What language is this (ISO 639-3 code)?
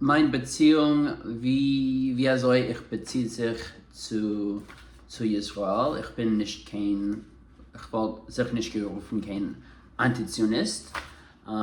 yid